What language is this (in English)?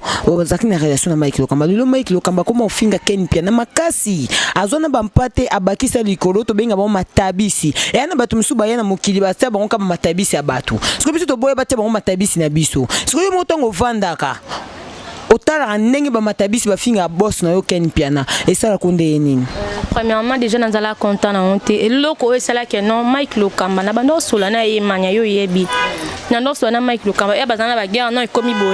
Lingala